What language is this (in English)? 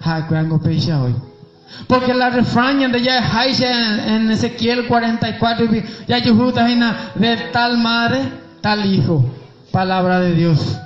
Guarani